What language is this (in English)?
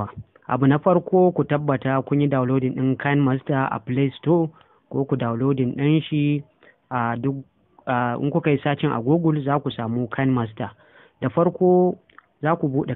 Hausa